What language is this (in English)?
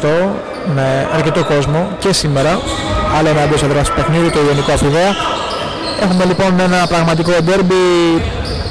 Greek